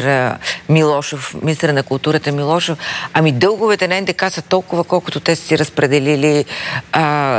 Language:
Bulgarian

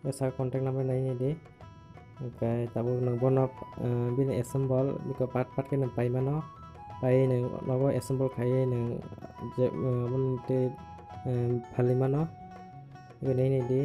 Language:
Kok Borok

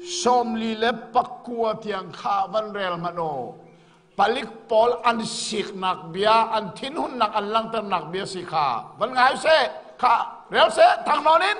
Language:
Hakha Chin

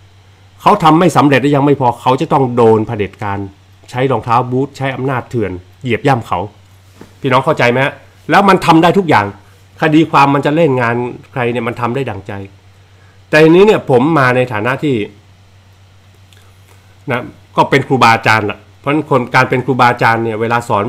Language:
Thai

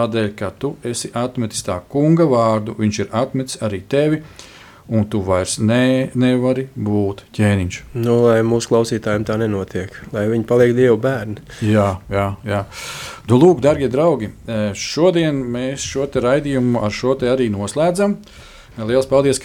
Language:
Latvian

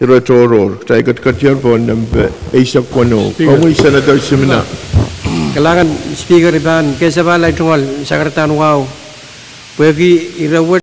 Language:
Pohnpeian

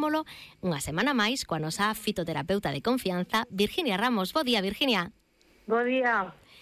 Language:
Galician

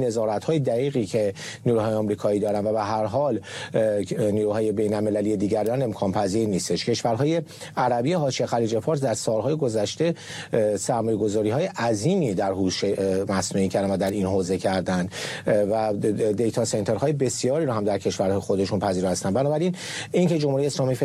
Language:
Persian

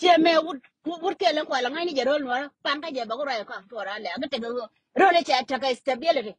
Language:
Nuer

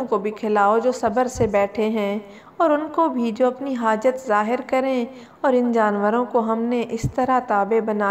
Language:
Urdu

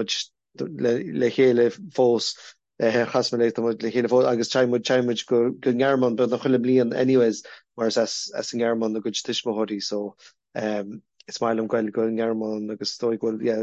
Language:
Irish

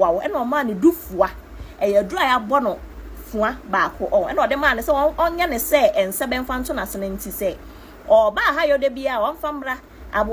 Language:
Akan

